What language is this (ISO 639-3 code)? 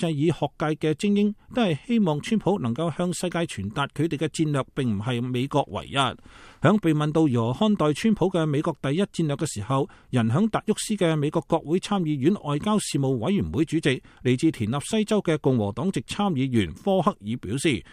yue